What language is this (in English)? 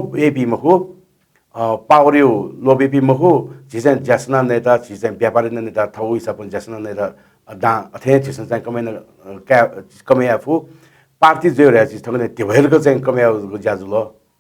Newari